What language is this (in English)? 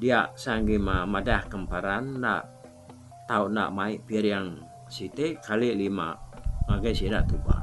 Iban